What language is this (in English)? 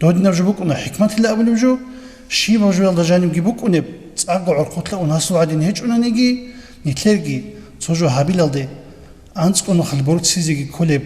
Avaric